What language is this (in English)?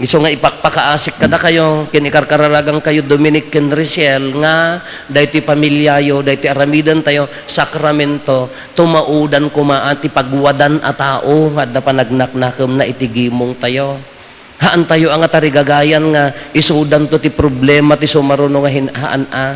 Iloko